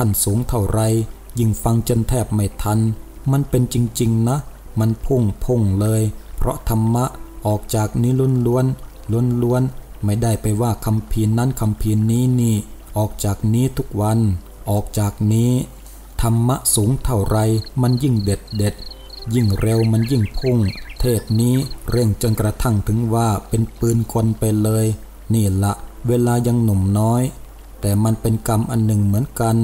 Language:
Thai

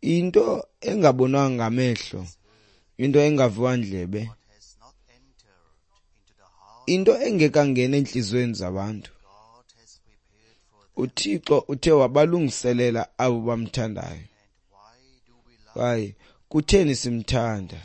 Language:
Xhosa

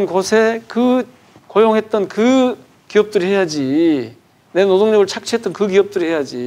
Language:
Korean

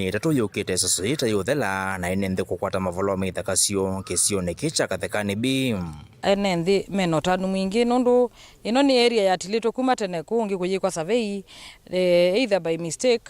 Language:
Kamba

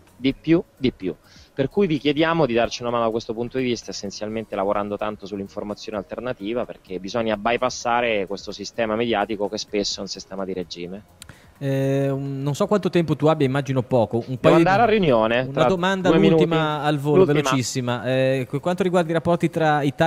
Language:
Italian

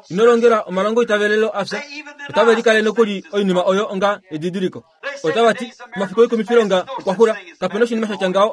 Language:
Kuanyama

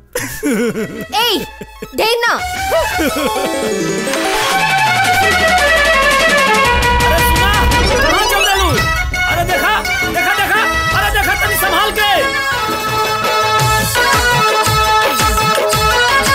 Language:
Bhojpuri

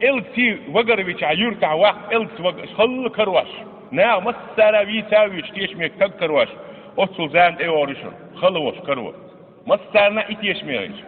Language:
Chechen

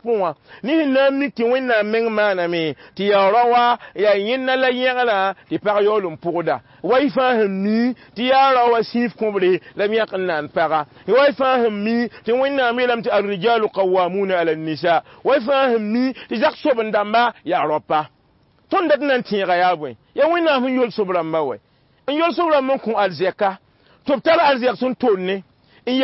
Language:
Mossi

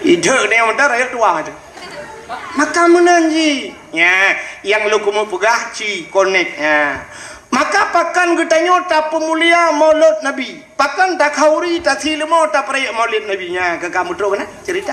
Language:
Achinese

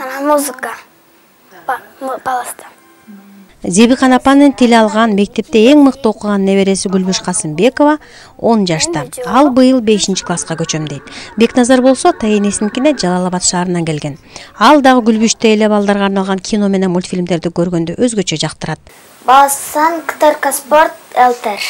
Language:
Kyrgyz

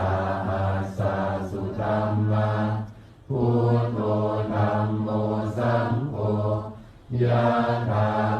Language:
Pali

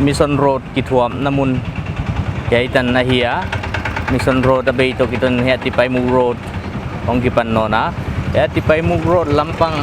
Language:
Paite Chin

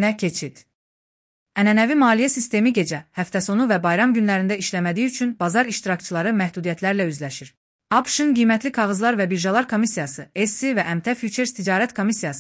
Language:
Azerbaijani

